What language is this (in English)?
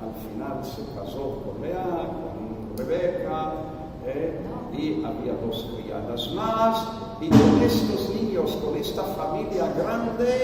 Ladino